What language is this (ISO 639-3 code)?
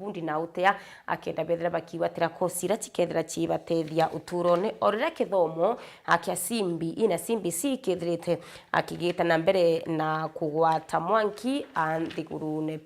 mer